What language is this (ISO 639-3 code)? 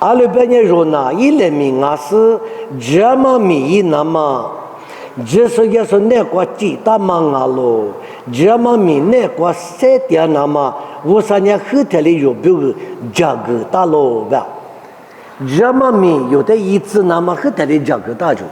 lis